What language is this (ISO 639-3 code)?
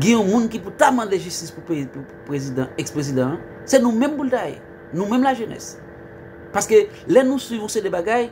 hat